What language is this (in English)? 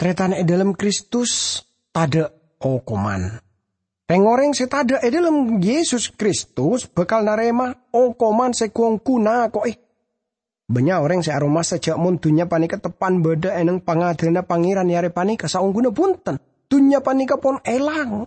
Madurese